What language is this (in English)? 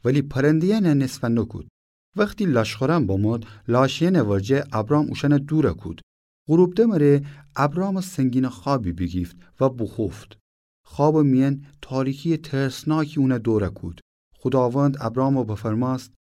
Gilaki